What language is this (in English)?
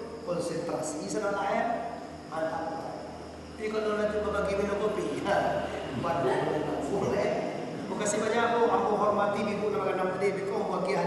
Minangkabau